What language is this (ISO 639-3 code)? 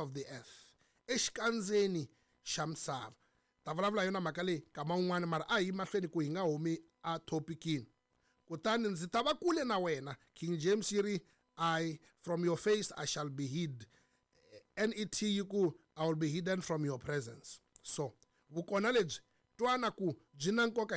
tso